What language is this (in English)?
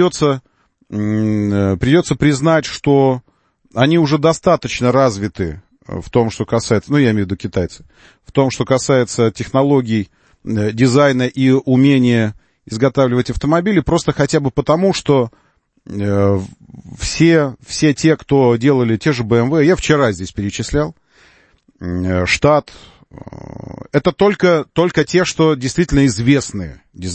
Russian